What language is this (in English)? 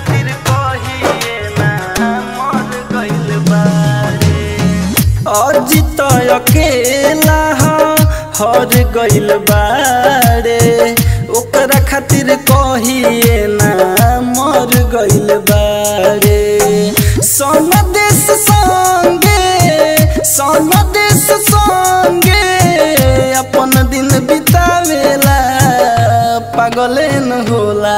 Bhojpuri